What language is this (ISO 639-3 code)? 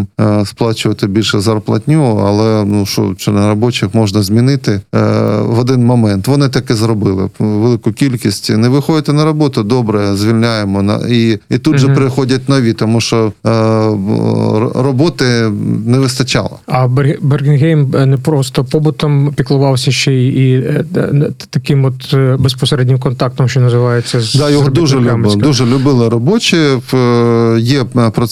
ukr